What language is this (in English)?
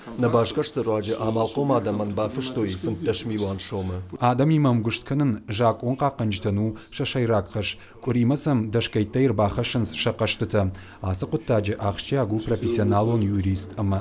Ossetic